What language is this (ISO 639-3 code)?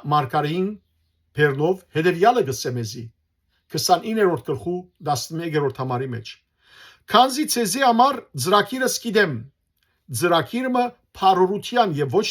hyw